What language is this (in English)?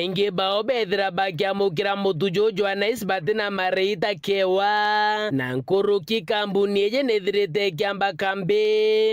Meru